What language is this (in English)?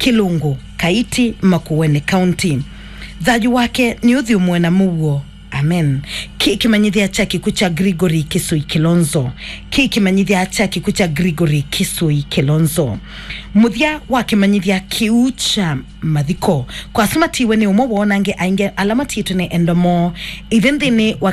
Kamba